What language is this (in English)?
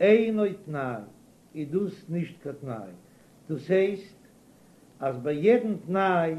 Yiddish